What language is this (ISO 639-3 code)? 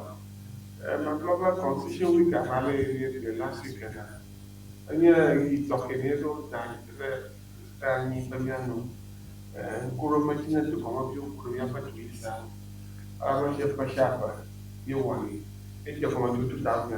ewe